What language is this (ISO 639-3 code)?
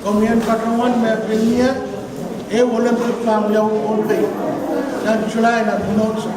pon